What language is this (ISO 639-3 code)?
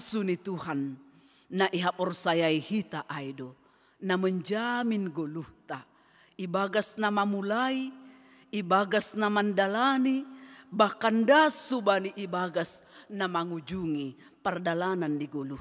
bts